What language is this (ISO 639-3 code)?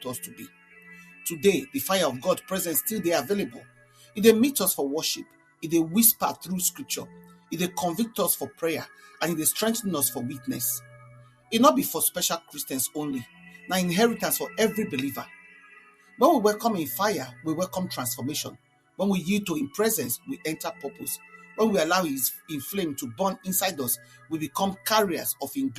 pcm